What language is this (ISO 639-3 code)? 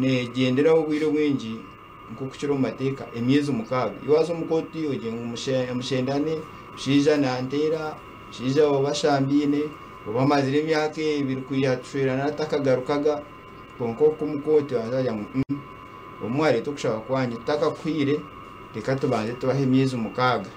nyn